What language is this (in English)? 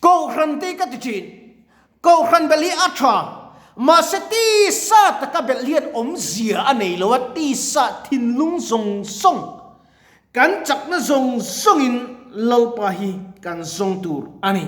Mizo